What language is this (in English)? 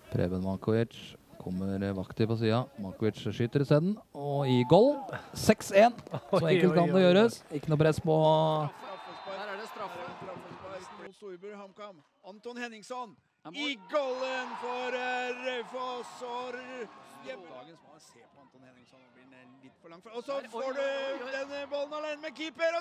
Norwegian